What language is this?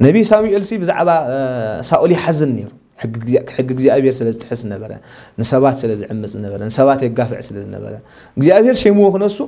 Tigrinya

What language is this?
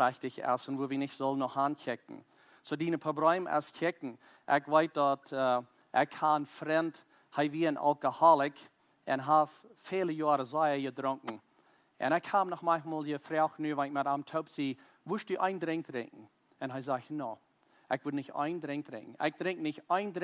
Plautdietsch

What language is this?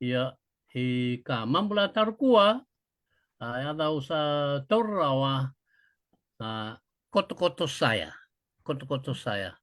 Fijian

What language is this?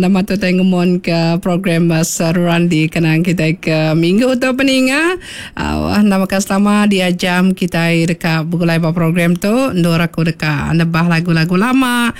Iban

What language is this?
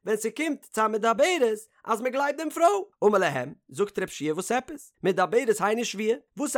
Yiddish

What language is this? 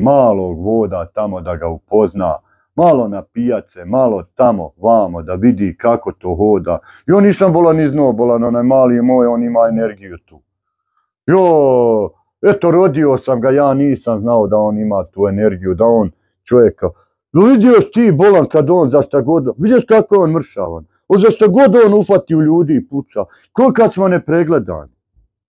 Bosnian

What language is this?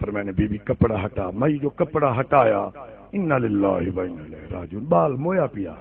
Saraiki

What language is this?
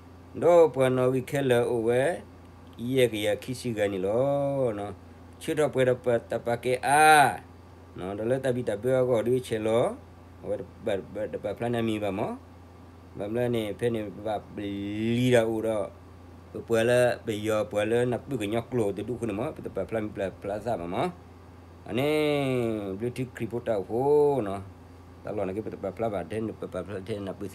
S'gaw Karen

